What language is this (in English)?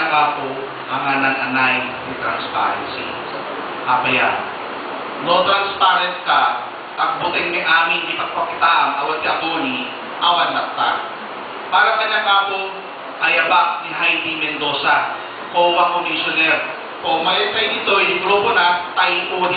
Iloko